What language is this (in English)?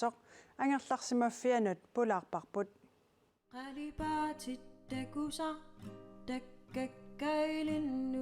Kalaallisut